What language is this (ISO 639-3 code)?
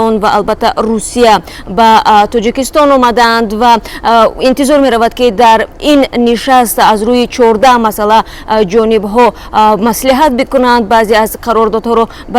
tgk